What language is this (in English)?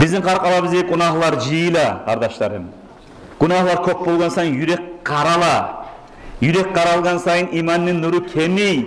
Kumyk